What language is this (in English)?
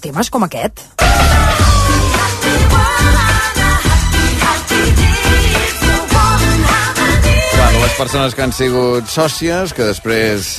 Catalan